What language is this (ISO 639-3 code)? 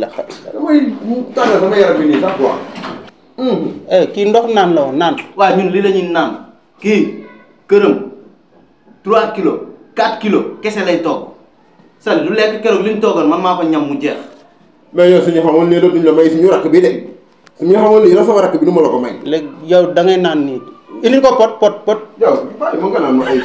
wol